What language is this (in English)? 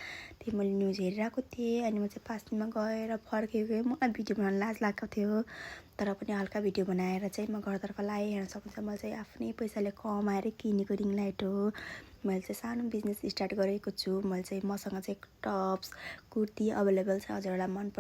Nepali